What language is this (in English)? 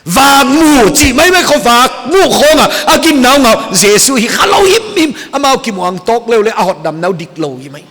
Paite Chin